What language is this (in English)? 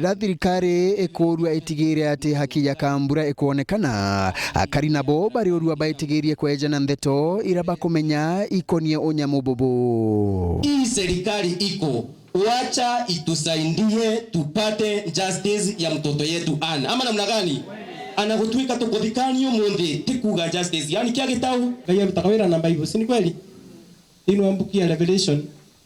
Meru